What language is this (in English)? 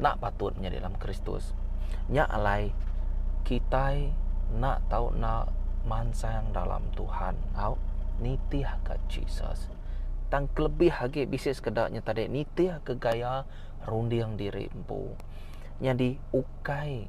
Iban